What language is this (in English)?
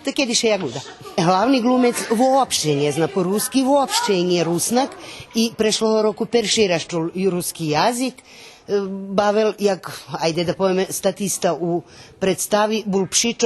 Rusyn